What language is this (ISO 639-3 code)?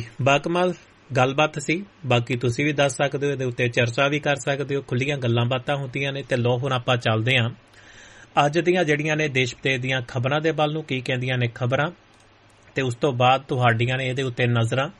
pan